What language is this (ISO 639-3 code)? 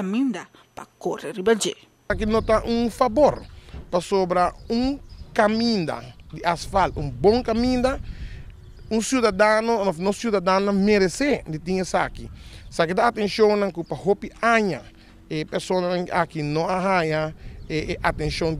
pap